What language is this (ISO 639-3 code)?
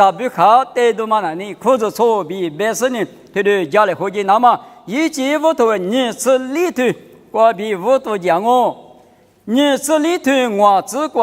lis